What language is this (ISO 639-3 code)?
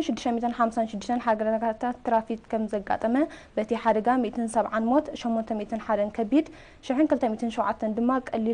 tir